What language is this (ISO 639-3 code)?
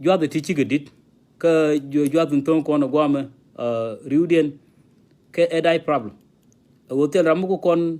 nus